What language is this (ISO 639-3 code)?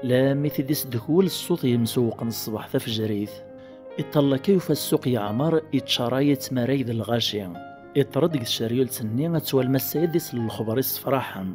kab